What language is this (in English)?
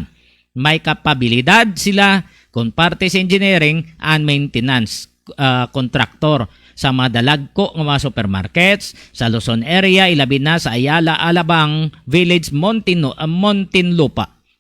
Hiligaynon